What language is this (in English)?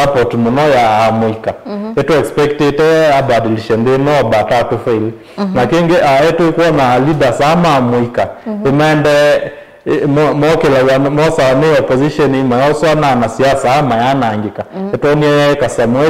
Kamba